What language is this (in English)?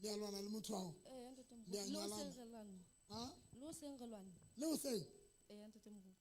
Southern Sotho